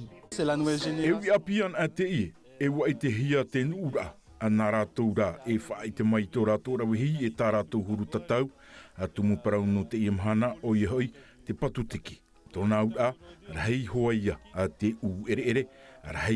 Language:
Tahitian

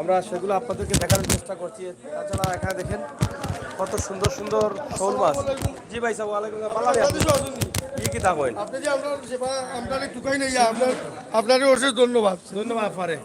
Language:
Sylheti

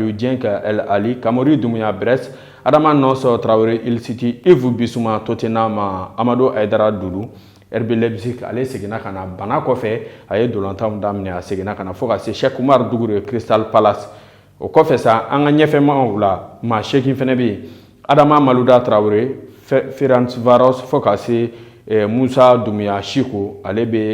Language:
Bambara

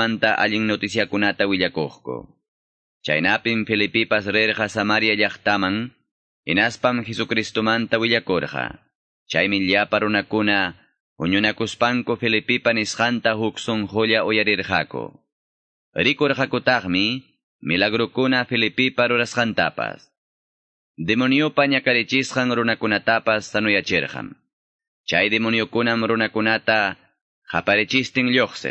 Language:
Quechua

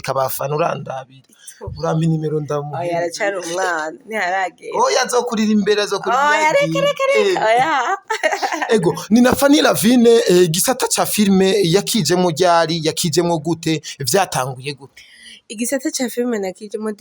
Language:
Rundi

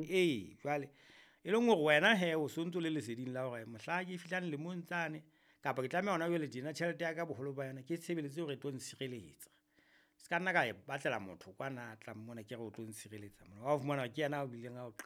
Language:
Southern Sotho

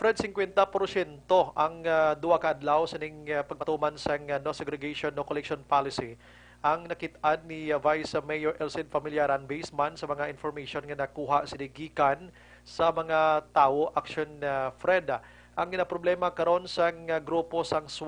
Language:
Hiligaynon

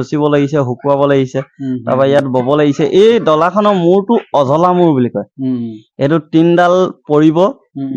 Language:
Assamese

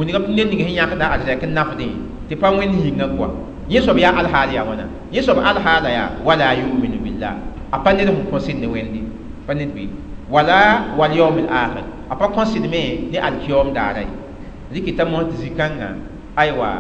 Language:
Mossi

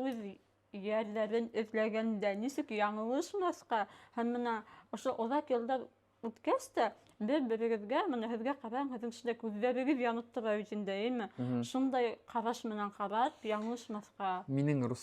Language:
Bashkir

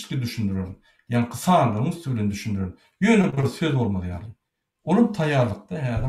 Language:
Turkmen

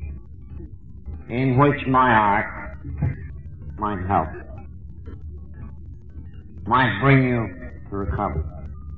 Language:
English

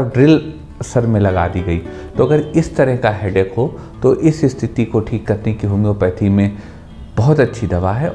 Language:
Hindi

